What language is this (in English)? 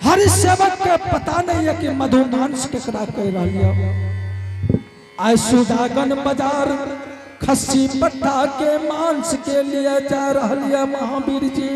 Angika